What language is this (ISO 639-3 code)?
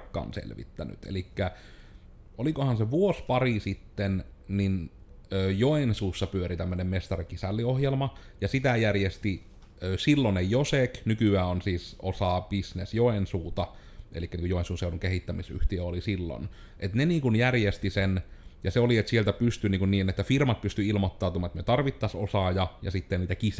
fin